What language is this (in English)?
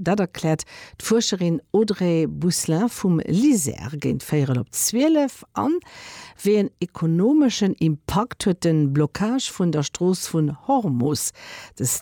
Luxembourgish